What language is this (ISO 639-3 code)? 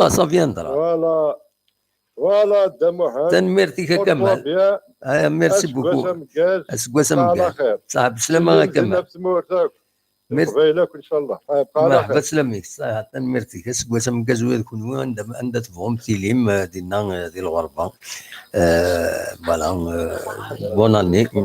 kab